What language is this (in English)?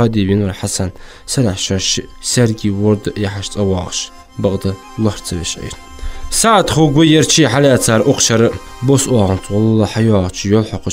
Ingush